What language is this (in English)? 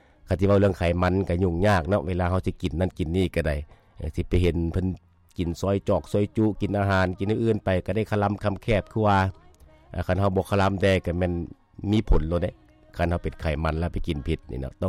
Lao